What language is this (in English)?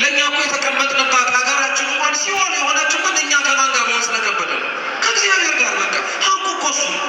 Amharic